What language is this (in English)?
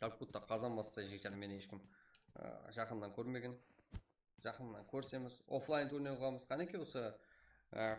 Kara-Kalpak